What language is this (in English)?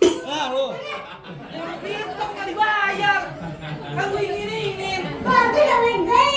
Betawi